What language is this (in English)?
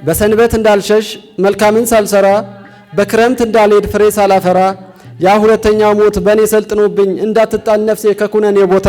Amharic